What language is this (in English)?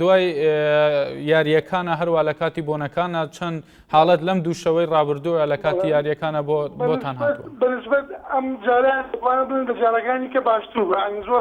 Central Kurdish